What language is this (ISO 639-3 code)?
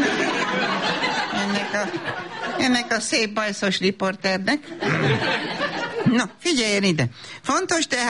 hun